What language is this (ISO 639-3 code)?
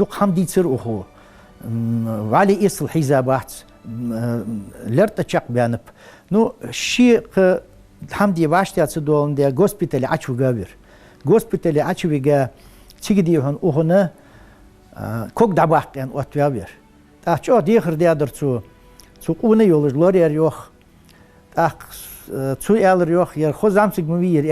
inh